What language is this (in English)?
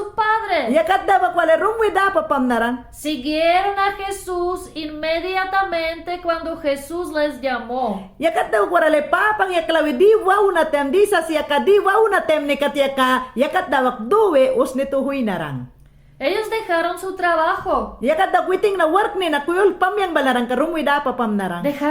Mayangna